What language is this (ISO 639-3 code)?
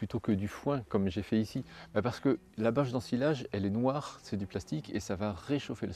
fra